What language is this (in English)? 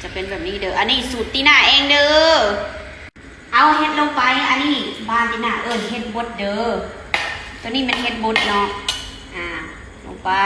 Lao